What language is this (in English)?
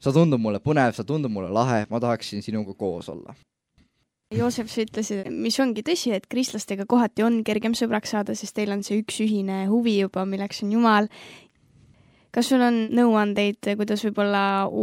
Estonian